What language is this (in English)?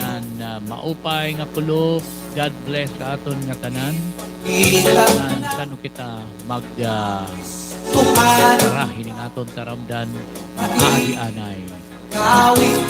Waray